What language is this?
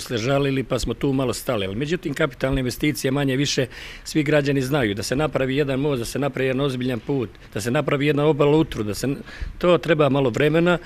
Bosnian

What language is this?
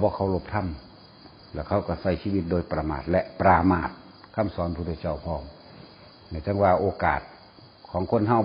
Northeastern Thai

